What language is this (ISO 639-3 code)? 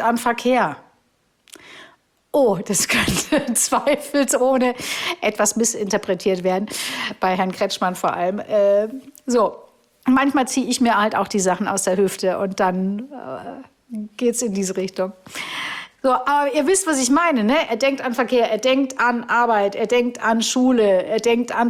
deu